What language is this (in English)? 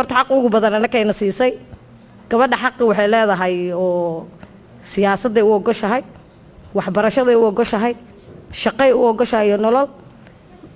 Somali